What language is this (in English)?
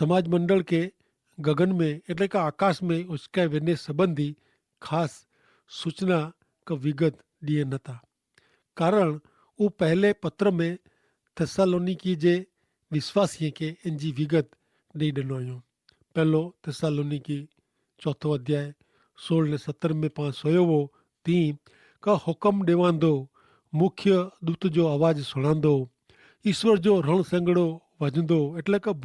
Kachhi